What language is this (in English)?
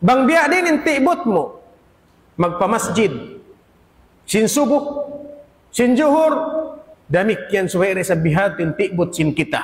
Tausug